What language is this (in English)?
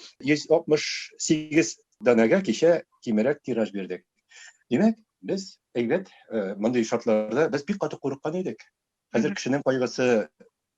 Tatar